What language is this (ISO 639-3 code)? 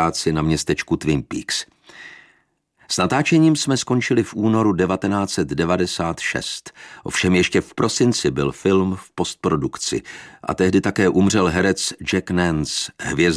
ces